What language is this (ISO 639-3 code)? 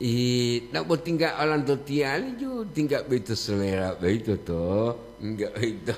gor